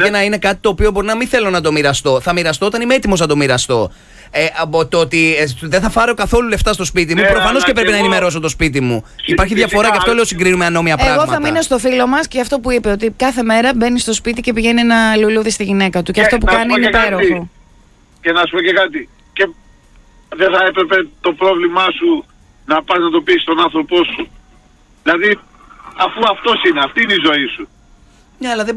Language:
Greek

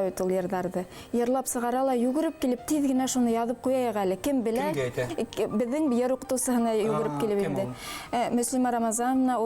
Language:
Bashkir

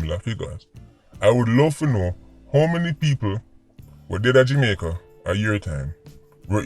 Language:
Jamaican Creole English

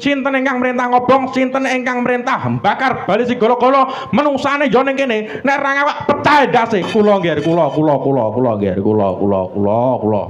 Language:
Javanese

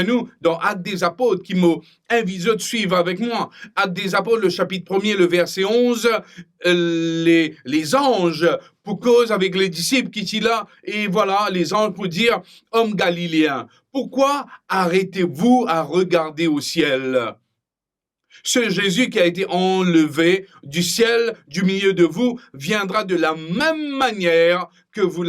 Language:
Morisyen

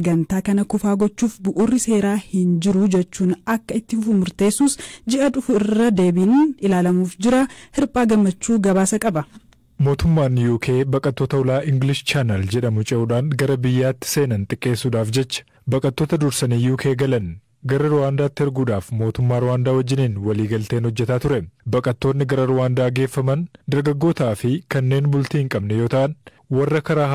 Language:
Oromo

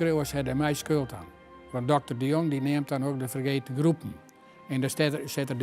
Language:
Western Frisian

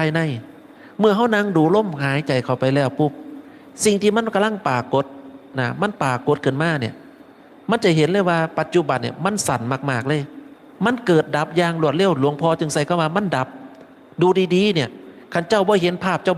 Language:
Northeastern Thai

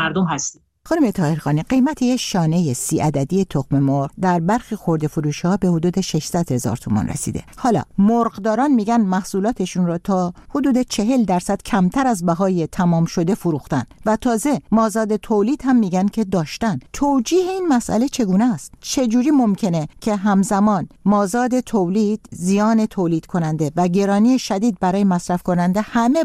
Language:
Persian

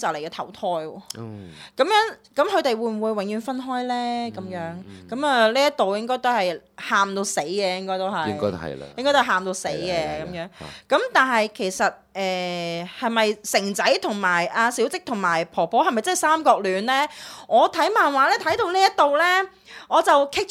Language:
Cantonese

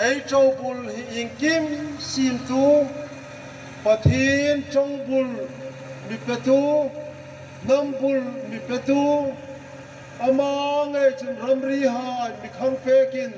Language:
Hmar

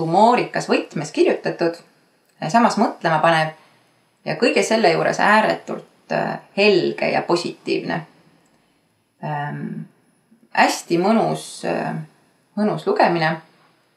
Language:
Estonian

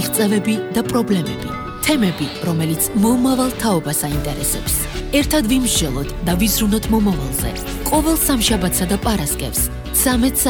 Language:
Georgian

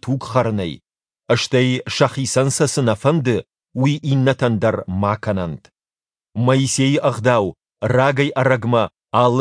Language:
Ossetic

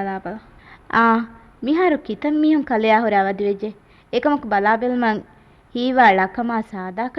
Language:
Divehi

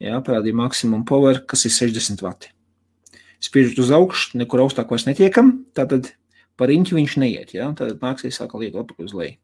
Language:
Latvian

